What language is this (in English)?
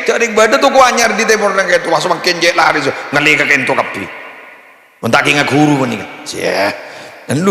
Madurese